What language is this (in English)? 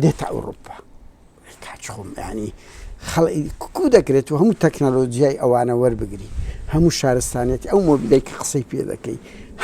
Central Kurdish